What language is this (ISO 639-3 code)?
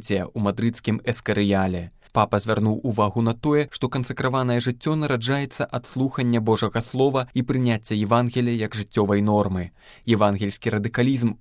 bel